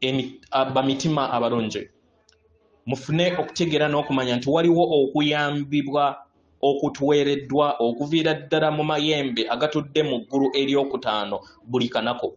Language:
Ganda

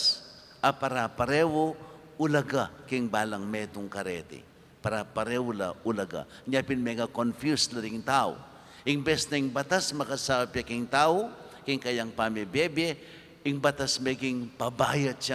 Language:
Pampanga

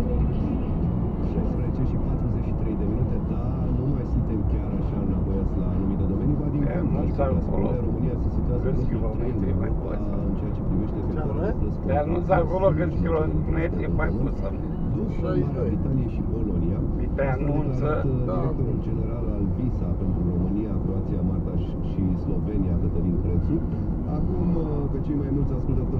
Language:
Romanian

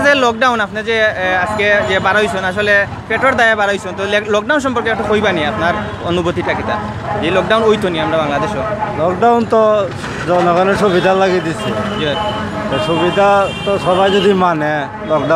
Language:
Sylheti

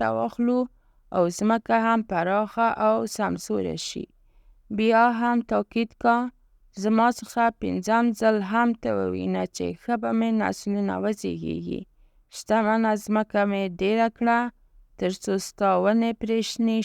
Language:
Pashto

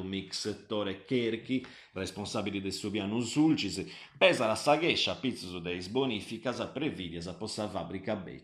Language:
Sardinian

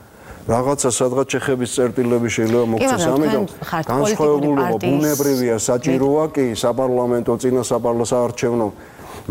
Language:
Georgian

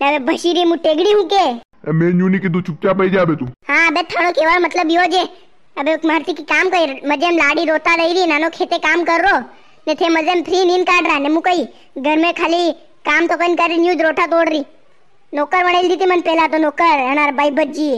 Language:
Rajasthani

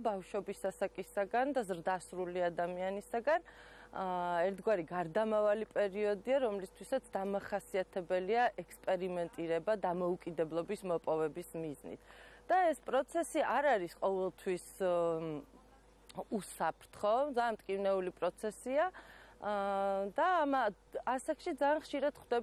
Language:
Georgian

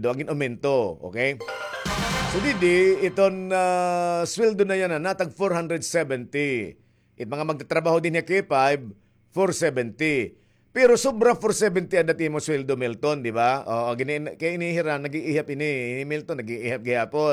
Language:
Waray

